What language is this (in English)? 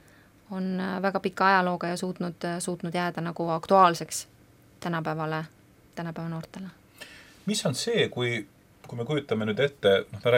Estonian